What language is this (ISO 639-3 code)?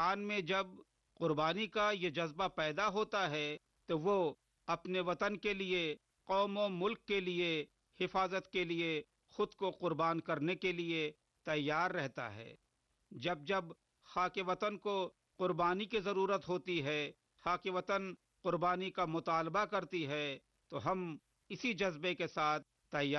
urd